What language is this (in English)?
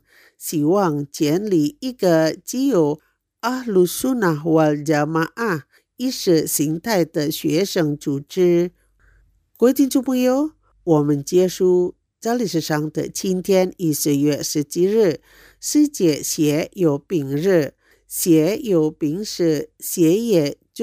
Chinese